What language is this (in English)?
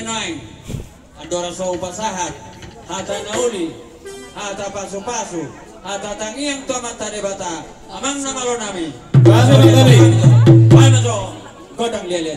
Batak Toba